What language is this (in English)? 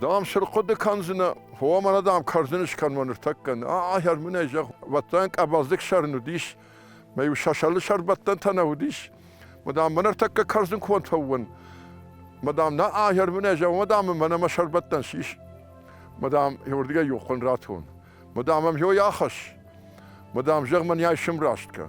Ossetic